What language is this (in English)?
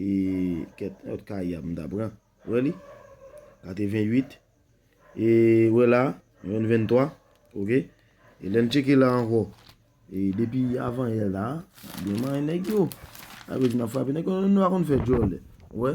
Haitian Creole